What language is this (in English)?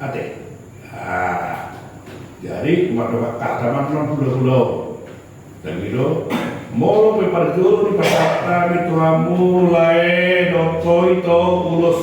Batak Toba